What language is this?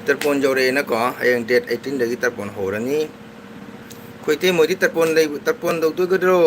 Manipuri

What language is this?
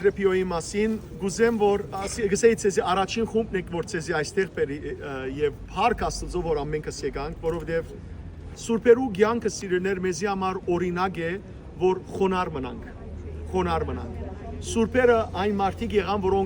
Western Armenian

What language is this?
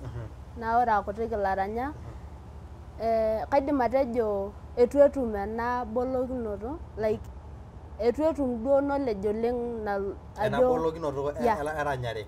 Masai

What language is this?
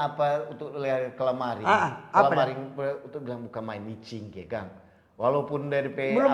Manado Malay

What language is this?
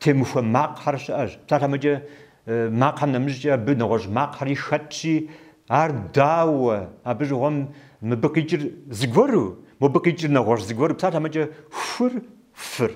Kabardian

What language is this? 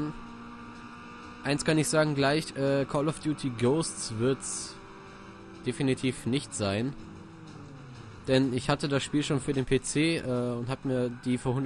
German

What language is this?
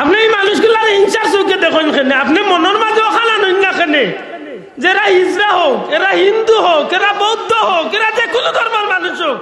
Sylheti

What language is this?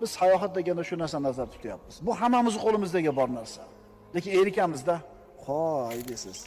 Uzbek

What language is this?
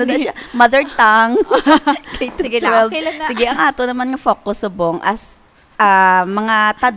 Hiligaynon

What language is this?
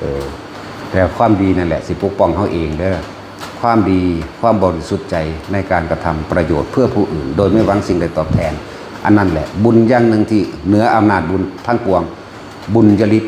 Northeastern Thai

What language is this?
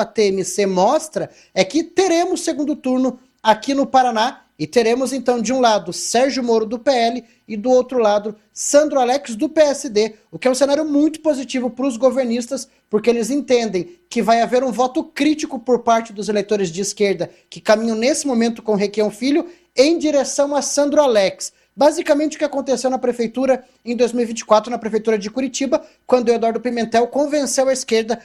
Portuguese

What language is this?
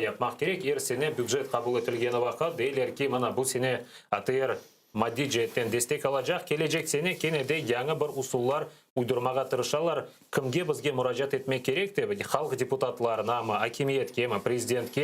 Crimean Tatar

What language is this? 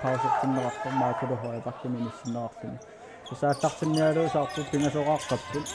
Kalaallisut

